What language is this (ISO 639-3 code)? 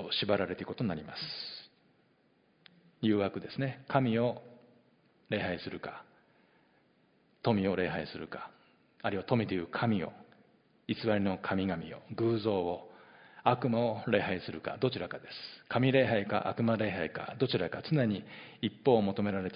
jpn